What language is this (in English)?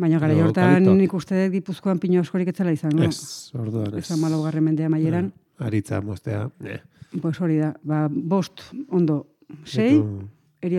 Basque